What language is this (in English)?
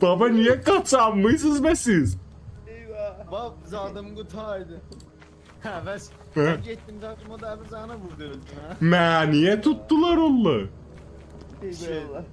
South Azerbaijani